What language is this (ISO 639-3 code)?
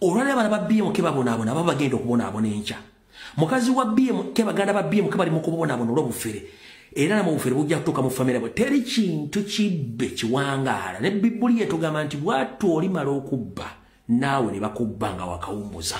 lug